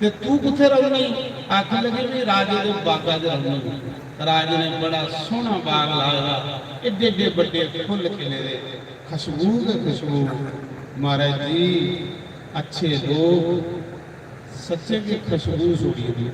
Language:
Dogri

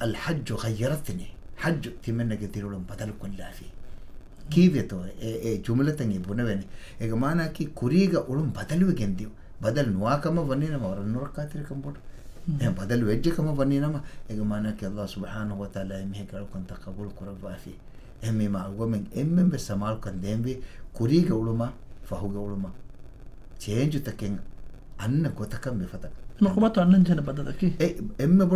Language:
Divehi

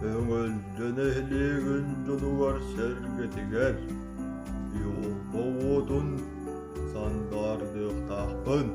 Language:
Yakut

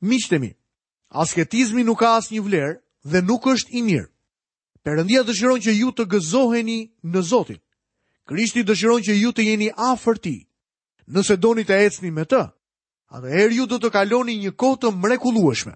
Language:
Albanian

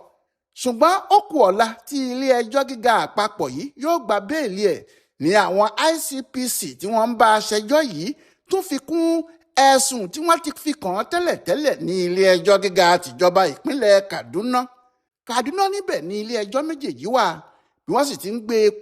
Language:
Yoruba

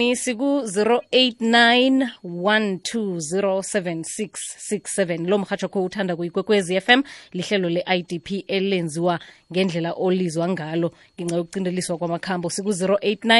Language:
South Ndebele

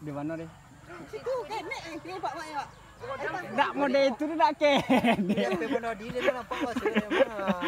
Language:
Minangkabau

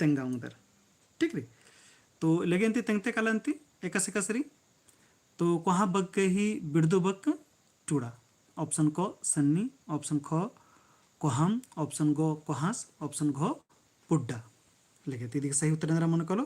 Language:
Kurukh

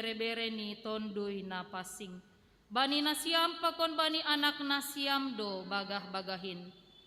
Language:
Batak Simalungun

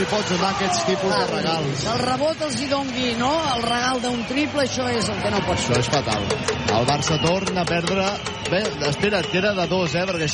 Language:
Catalan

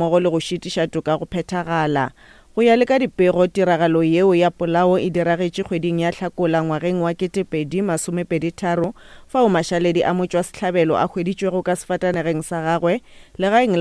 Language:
Northern Sotho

